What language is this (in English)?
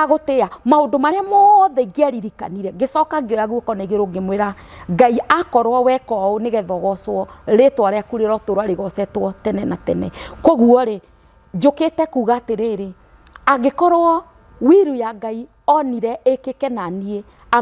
Kikuyu